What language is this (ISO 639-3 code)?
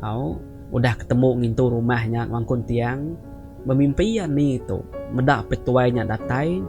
iba